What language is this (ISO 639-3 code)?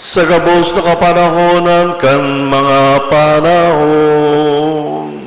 bik